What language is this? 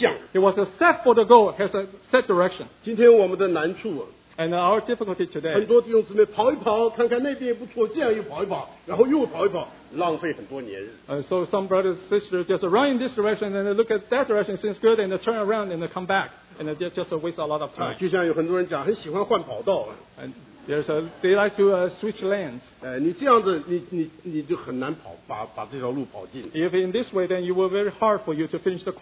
Chinese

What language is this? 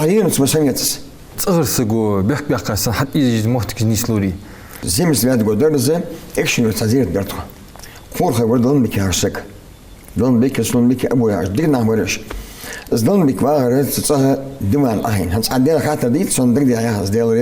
Ingush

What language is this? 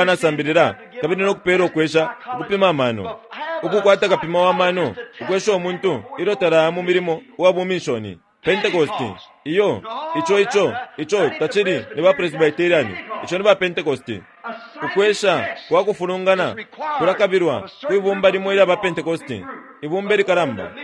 Bemba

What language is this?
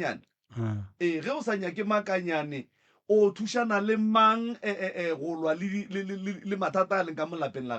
Northern Sotho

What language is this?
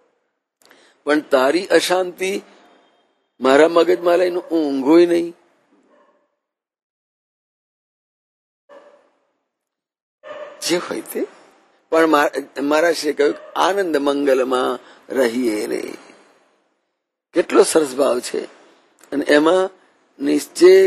Gujarati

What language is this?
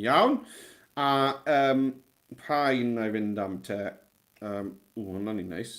Welsh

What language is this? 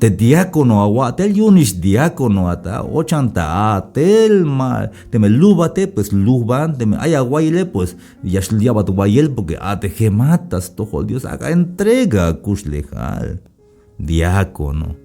Tzeltal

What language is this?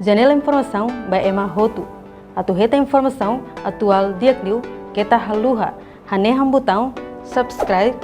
Tetum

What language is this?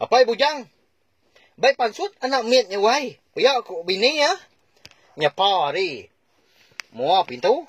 Iban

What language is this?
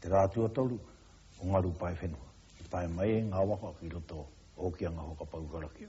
Māori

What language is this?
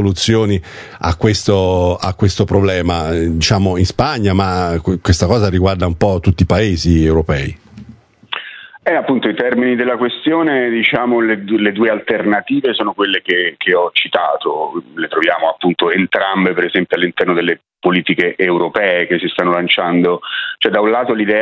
Italian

